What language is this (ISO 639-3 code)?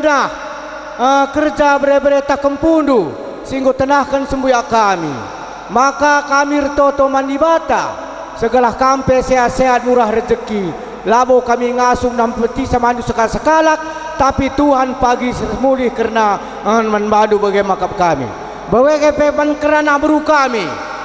btx